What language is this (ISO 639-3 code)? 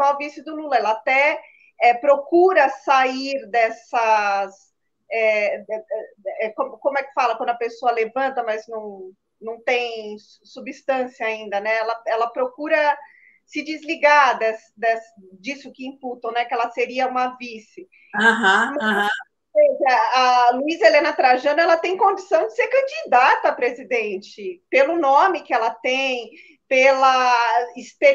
por